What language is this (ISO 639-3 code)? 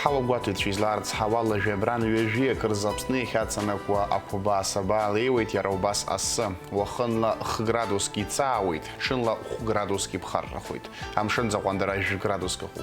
abk